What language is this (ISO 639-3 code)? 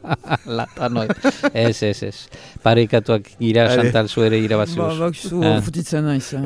eus